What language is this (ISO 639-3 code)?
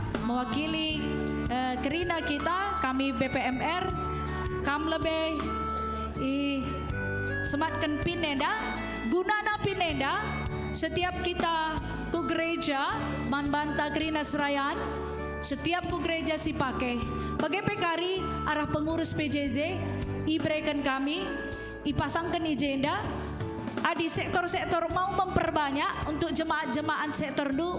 btx